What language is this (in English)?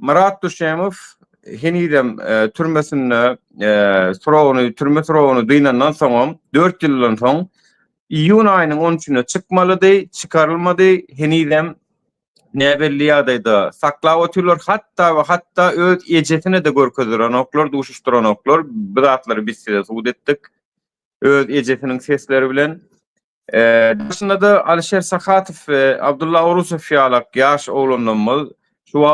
Turkmen